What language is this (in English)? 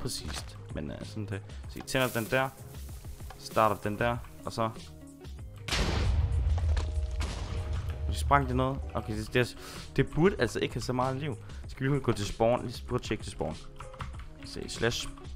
Danish